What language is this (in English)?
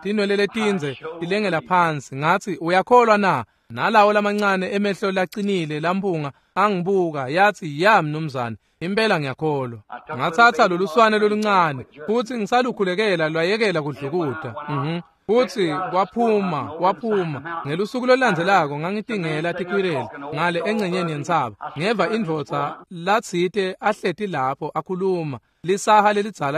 Swati